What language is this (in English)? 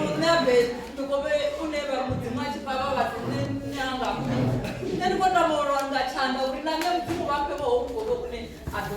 Venda